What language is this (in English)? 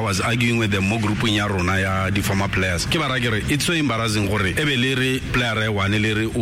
Tswana